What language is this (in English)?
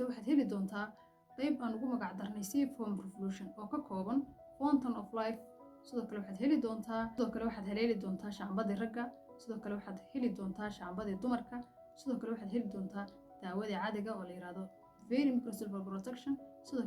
Somali